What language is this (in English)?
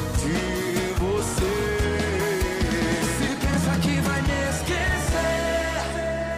Portuguese